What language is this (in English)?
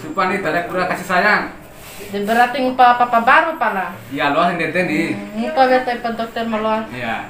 Bima